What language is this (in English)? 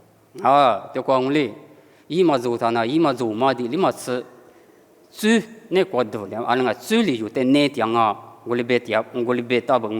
Lisu